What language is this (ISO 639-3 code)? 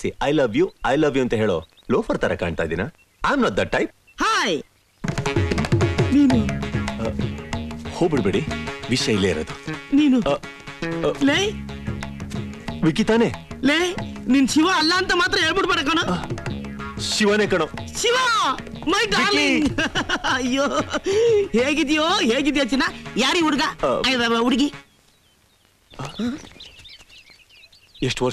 kan